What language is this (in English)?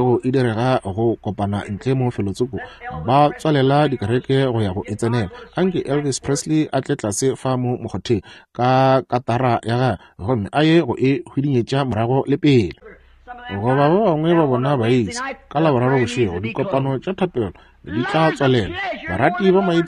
Northern Sotho